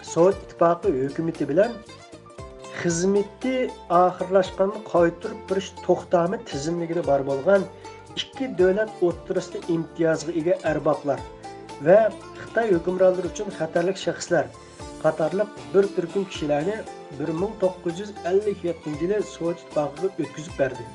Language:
Uyghur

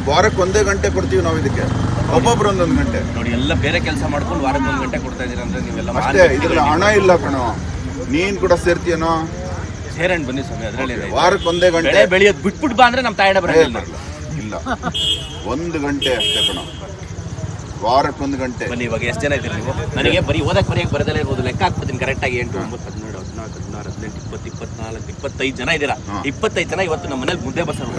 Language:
Kannada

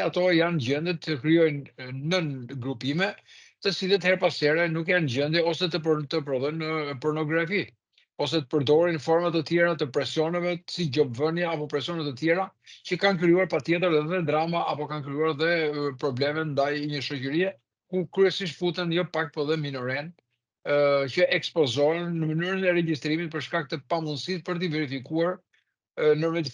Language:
Albanian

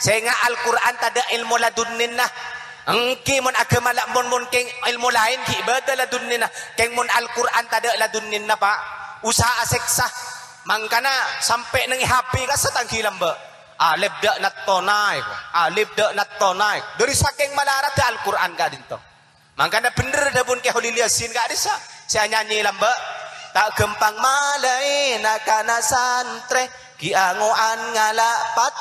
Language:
Madurese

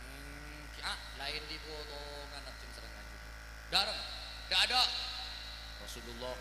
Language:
Madurese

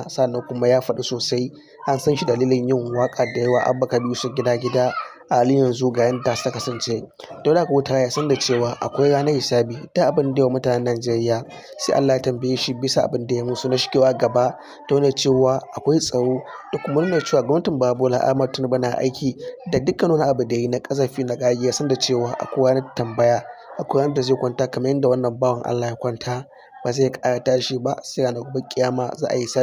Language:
Hausa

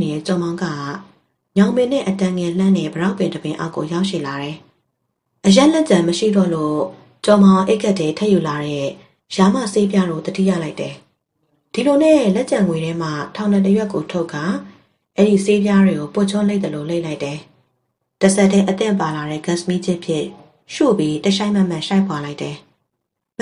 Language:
Burmese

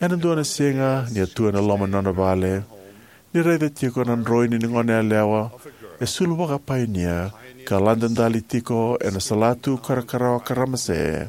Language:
Fijian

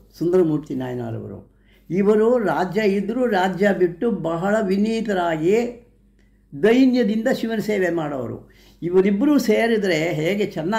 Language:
Kannada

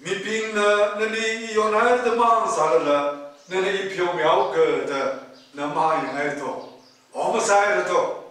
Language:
Tangkhul Naga (India)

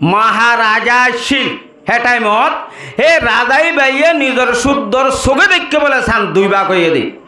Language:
Rohingya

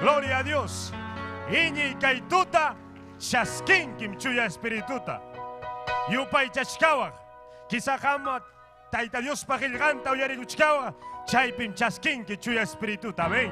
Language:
Ayacucho Quechua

